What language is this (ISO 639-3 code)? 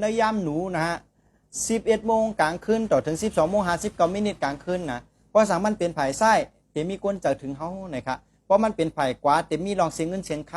shn